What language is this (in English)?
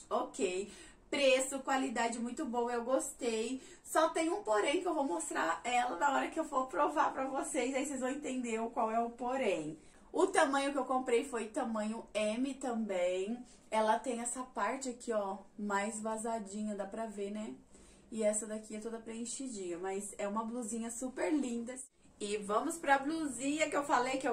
Portuguese